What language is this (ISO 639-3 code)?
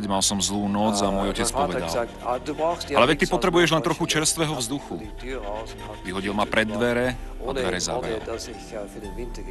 slk